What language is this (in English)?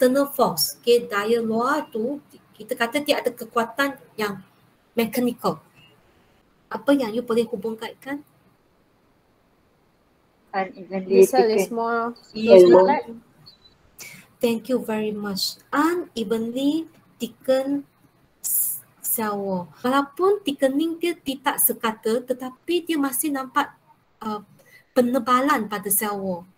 Malay